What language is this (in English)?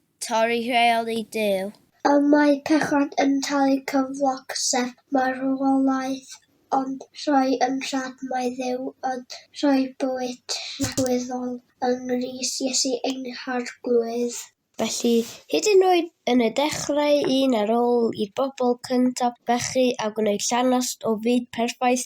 Welsh